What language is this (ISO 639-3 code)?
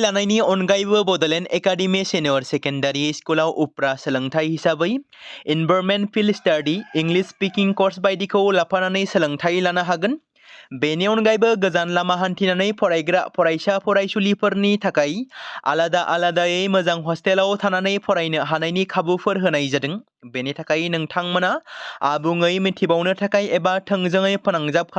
brx